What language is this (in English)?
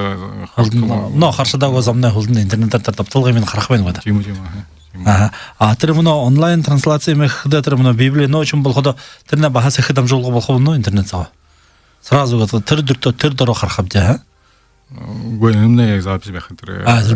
Buriat